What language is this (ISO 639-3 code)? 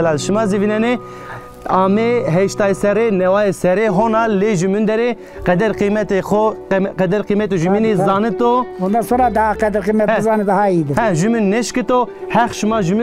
zza